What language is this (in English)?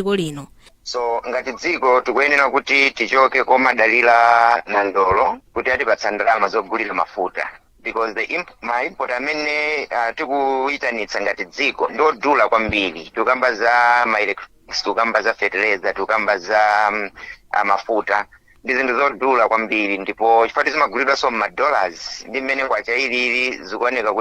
Nyanja